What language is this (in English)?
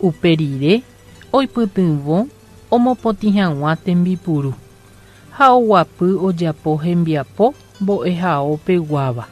Guarani